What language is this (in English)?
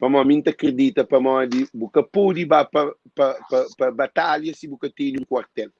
Kabuverdianu